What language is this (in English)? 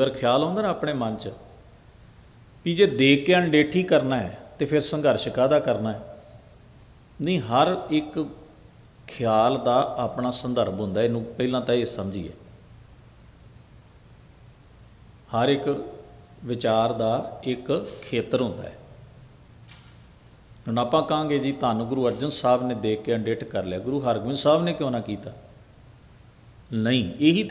Punjabi